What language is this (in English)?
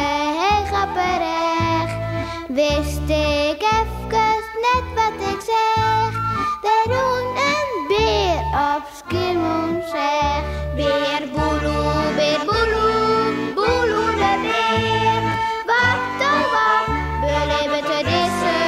Western Frisian